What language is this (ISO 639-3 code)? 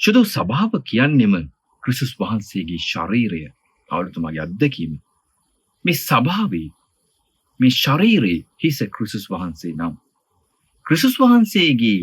sin